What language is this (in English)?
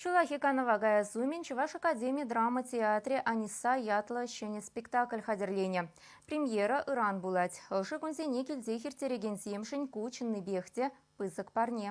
Chuvash